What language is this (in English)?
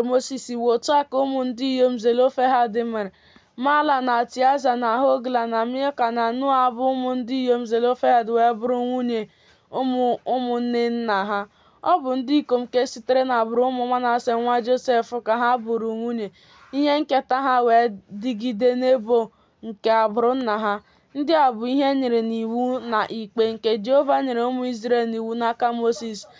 Igbo